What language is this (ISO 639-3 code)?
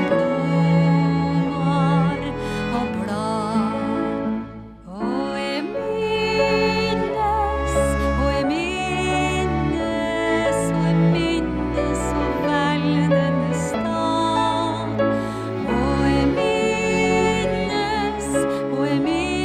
nor